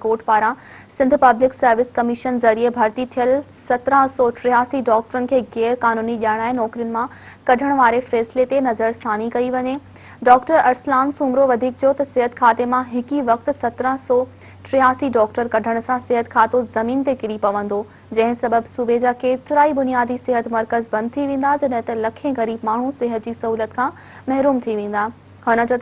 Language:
Sindhi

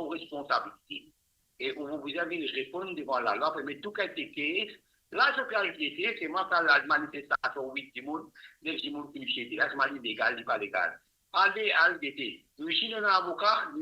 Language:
Morisyen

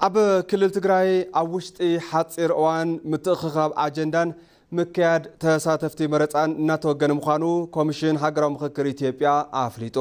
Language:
Tigrinya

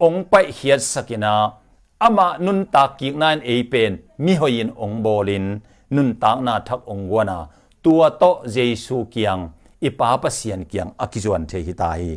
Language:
Tedim Chin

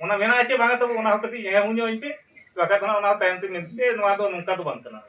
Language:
Santali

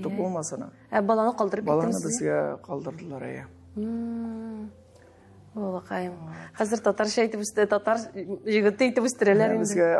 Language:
Tatar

